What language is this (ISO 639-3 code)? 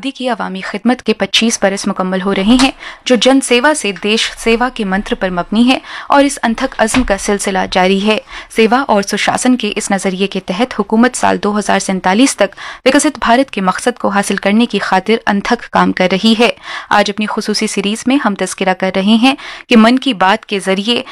urd